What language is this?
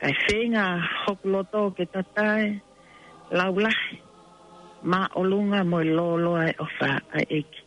Tongan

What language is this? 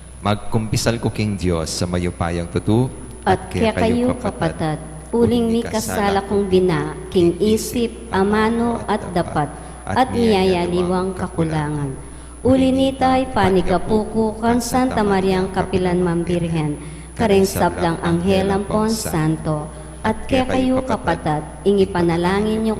Pampanga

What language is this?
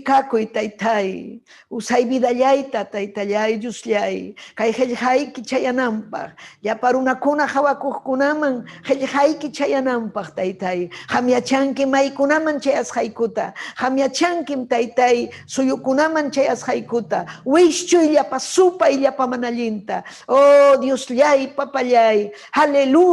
Ayacucho Quechua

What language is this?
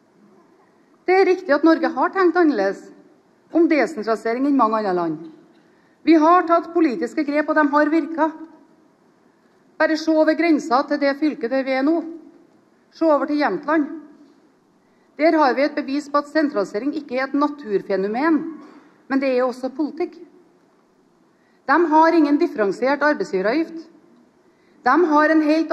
Norwegian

